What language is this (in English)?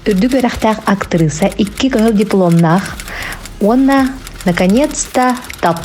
Yakut